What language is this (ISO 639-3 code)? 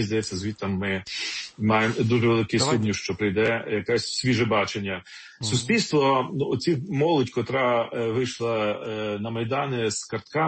ukr